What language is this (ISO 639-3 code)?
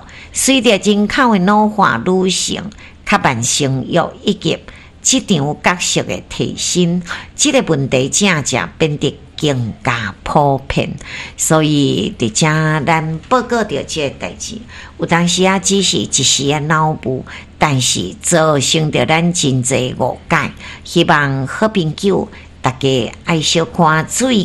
nan